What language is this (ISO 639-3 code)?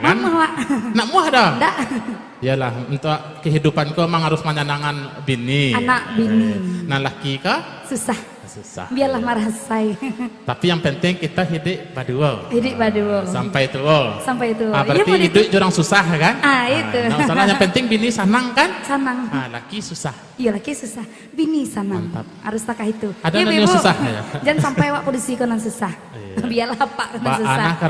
min